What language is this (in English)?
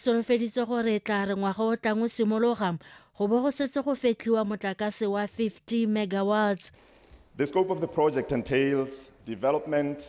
Tswana